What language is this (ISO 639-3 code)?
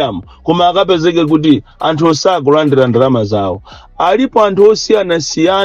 nya